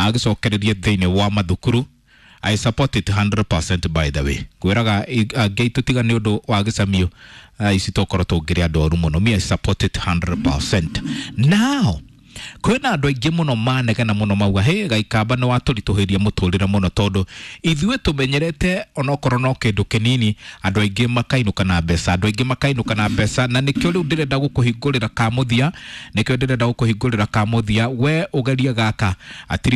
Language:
Kikuyu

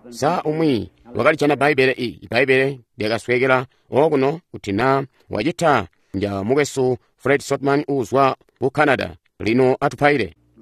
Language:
Tonga (Zambia)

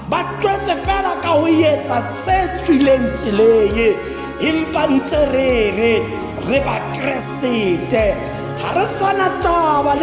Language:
Tswana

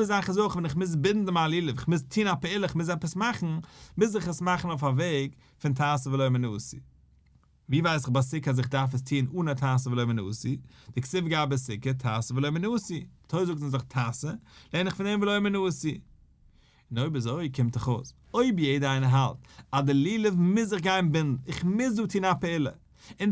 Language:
Yiddish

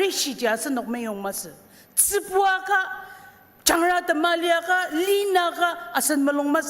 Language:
Ao Naga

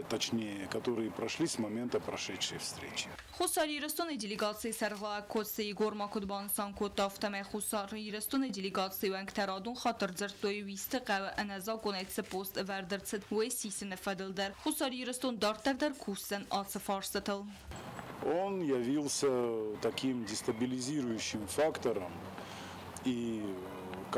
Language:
Ossetic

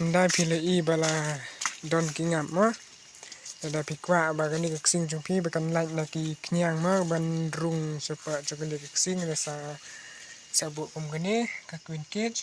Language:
Khasi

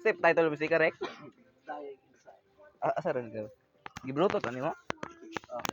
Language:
Cebuano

